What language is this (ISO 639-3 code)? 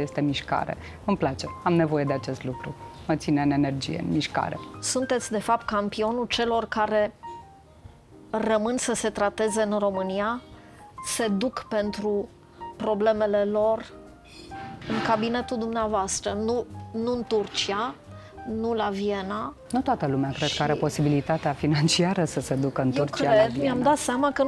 ron